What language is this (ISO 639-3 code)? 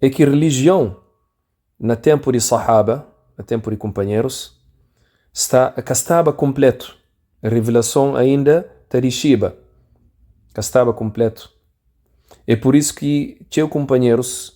kea